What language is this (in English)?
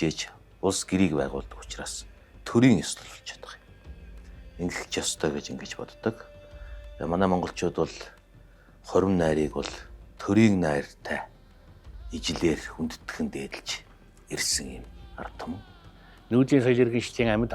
Mongolian